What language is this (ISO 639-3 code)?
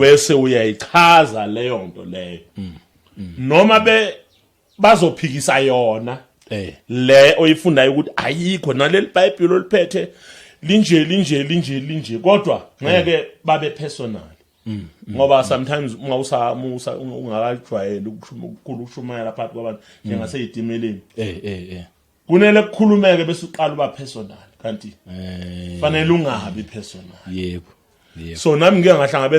zul